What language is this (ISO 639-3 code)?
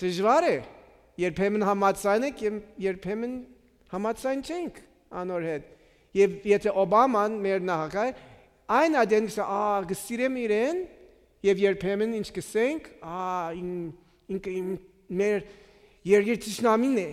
hyw